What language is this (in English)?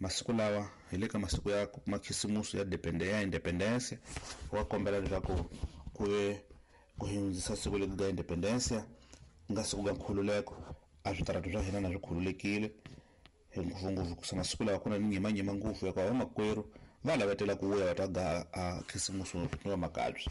Tsonga